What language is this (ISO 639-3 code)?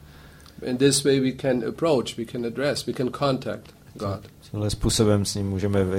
ces